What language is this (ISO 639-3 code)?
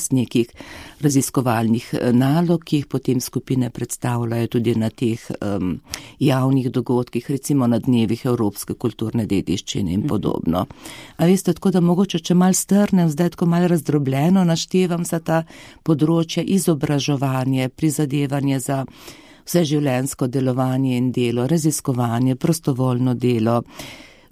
slv